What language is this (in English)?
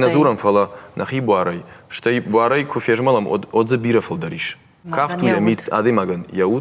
Ossetic